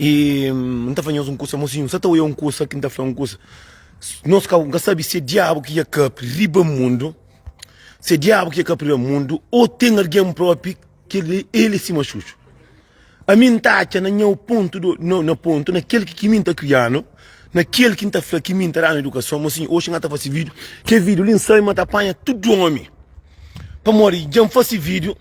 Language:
Kabuverdianu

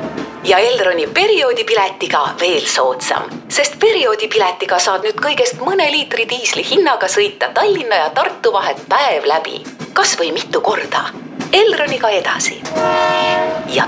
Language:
Estonian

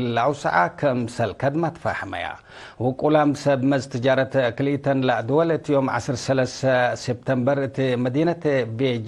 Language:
Tigre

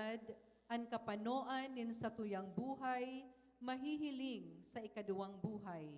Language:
Bikol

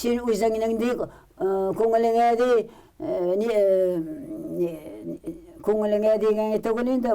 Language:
Tatar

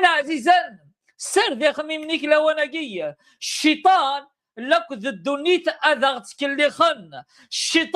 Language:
Kabyle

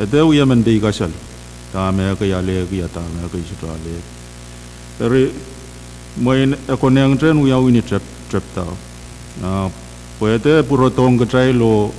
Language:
Pohnpeian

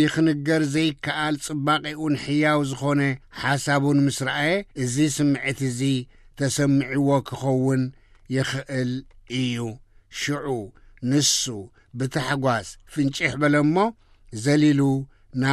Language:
Tigrinya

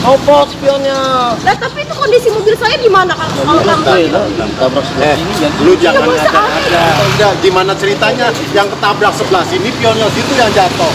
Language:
Betawi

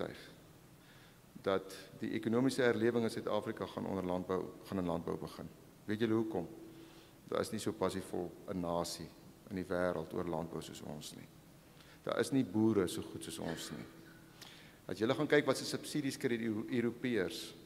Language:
Afrikaans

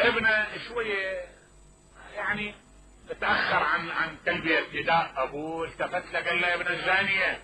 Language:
Mesopotamian Arabic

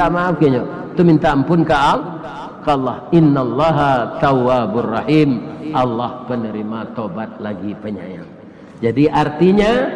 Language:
Minangkabau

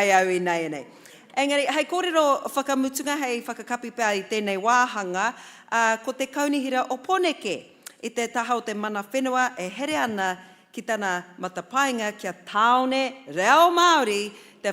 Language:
Māori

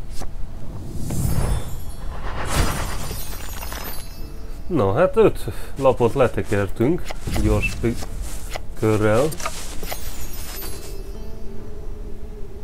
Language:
Hungarian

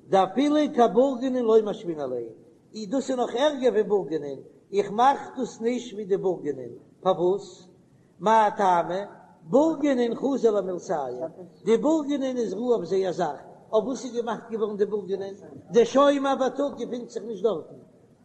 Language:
Yiddish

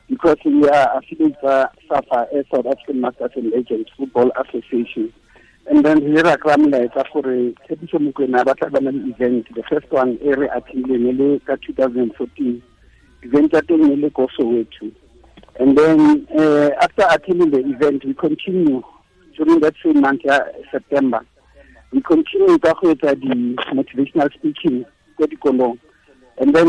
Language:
Tswana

